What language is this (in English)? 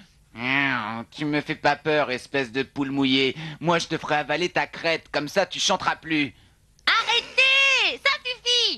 French